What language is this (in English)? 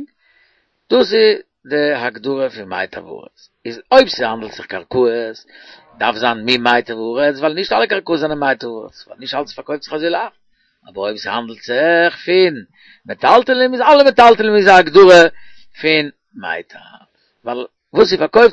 Yiddish